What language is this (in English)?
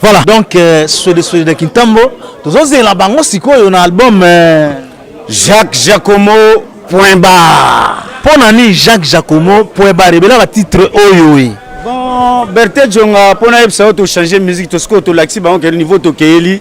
Lingala